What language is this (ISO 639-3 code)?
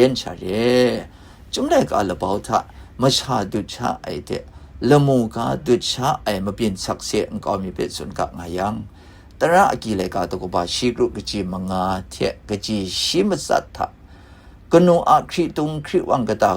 kac